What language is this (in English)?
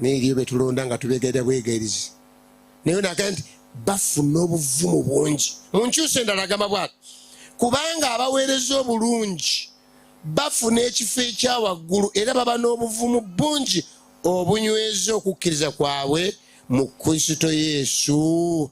Ganda